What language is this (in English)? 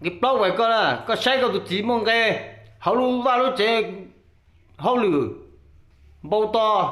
Hmong